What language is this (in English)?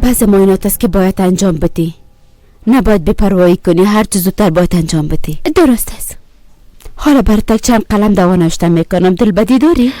Persian